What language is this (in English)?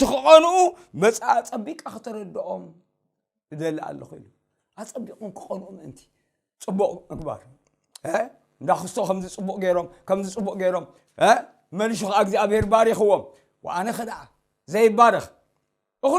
Tigrinya